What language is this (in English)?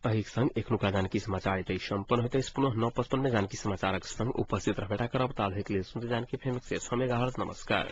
Maithili